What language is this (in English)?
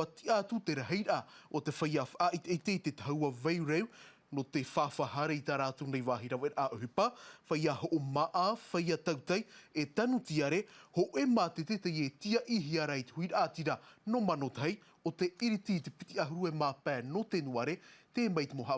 Tahitian